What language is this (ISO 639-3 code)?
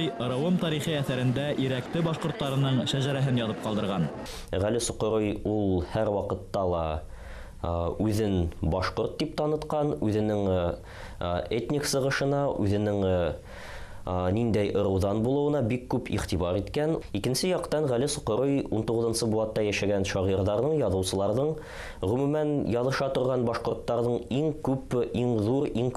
bak